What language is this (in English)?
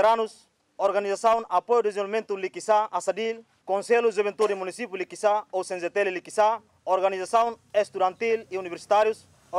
Tetum